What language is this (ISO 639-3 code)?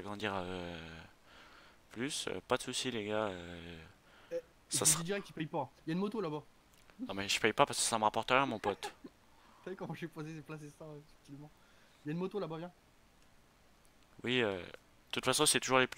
fra